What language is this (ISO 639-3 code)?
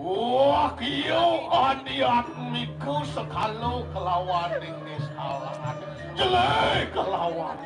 ban